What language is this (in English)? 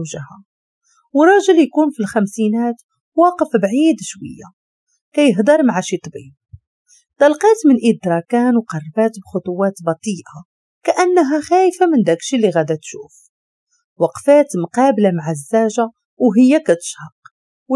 Moroccan Arabic